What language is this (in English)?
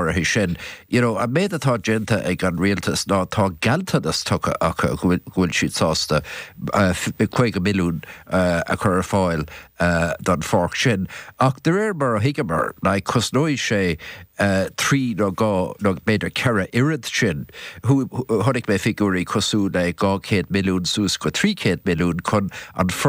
Irish